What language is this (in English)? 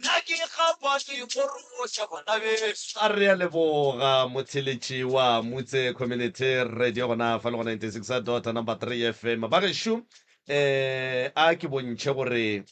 Northern Sotho